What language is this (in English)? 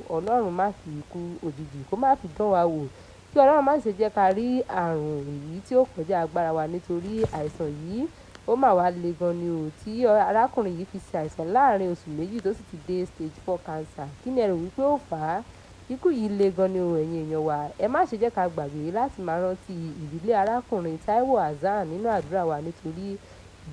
Yoruba